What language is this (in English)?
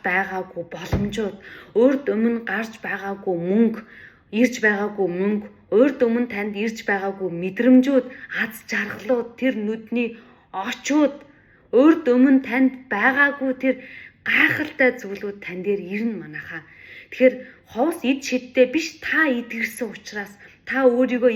Mongolian